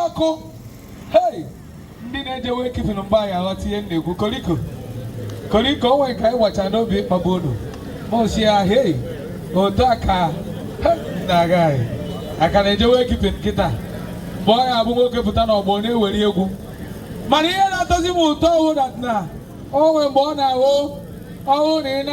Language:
Igbo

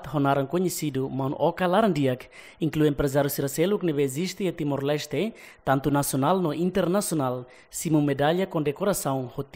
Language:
Tetum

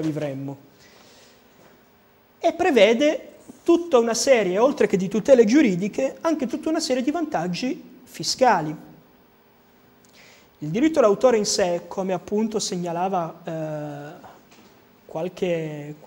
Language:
Italian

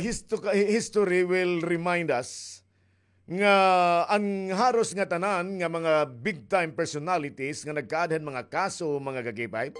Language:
Waray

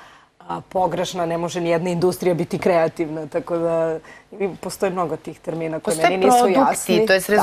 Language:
Serbian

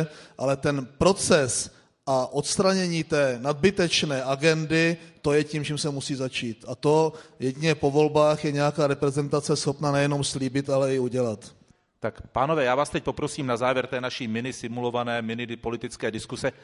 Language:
Czech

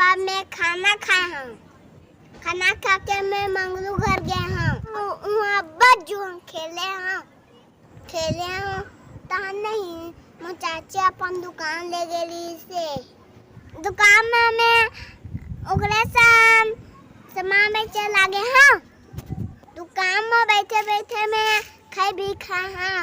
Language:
Chhattisgarhi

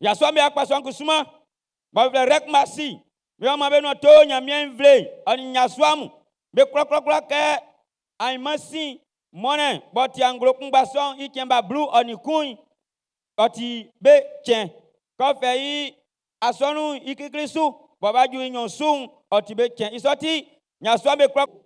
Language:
Baoulé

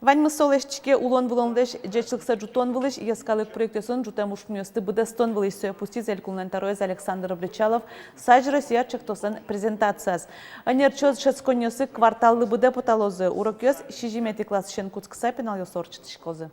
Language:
Udmurt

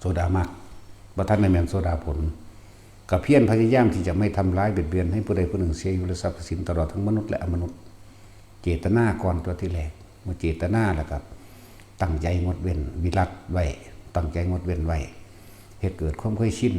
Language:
Lao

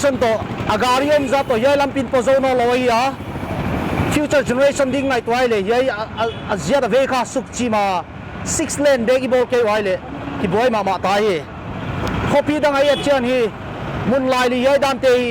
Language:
Paite Chin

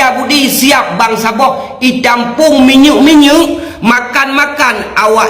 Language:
Achinese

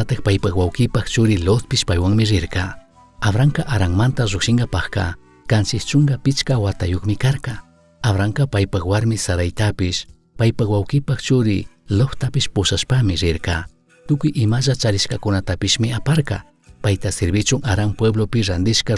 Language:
Chimborazo Highland Quichua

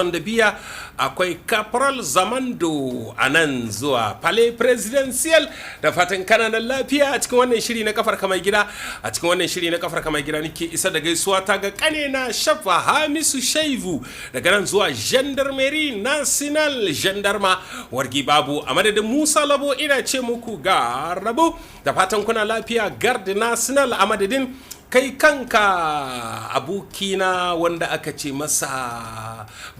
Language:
Hausa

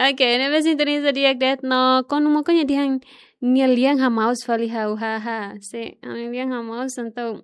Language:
Tetum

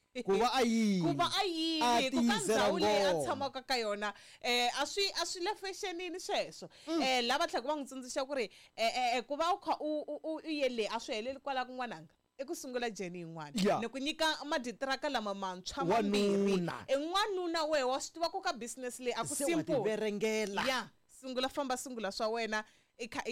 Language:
Tsonga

